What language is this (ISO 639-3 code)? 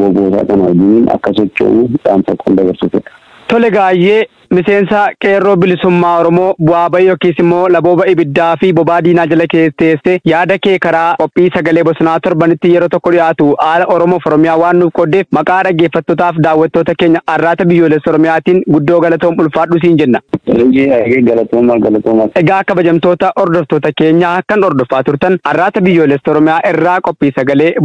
orm